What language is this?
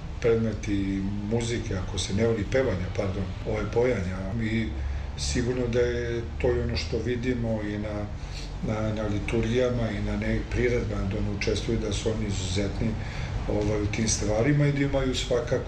Serbian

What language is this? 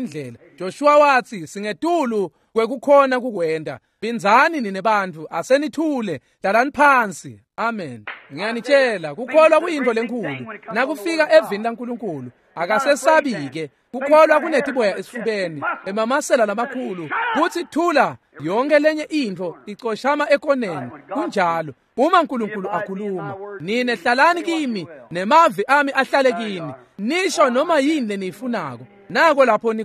Swati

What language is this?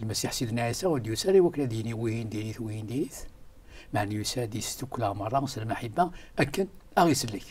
Kabyle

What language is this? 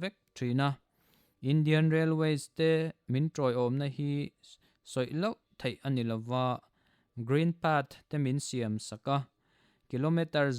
Mizo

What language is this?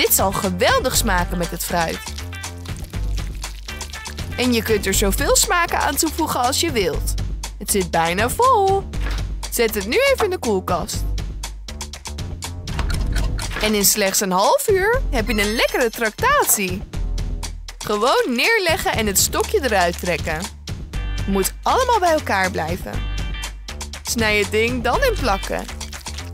Dutch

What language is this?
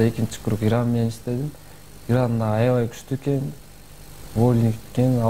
Kyrgyz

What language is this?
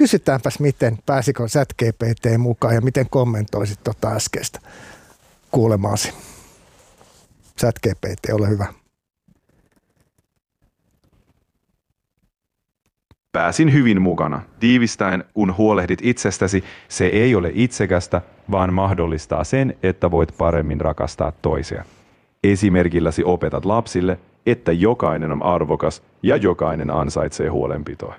Finnish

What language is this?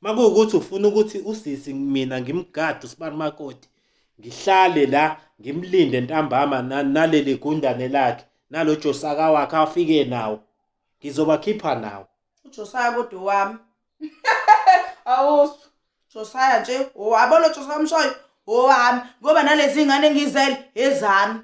Zulu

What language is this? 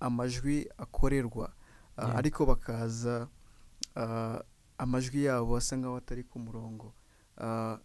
Kinyarwanda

